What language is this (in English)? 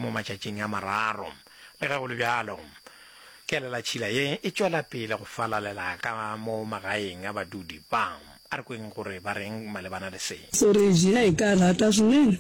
Northern Sotho